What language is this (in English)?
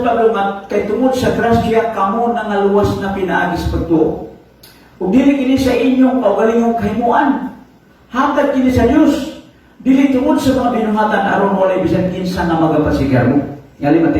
Cebuano